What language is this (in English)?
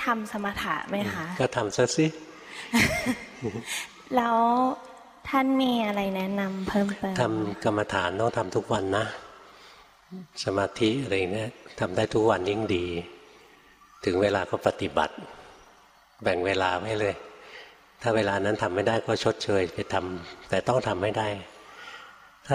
Thai